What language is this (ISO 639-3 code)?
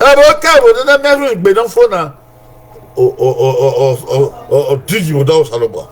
bin